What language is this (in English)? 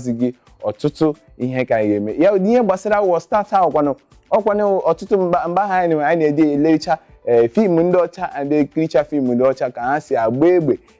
Igbo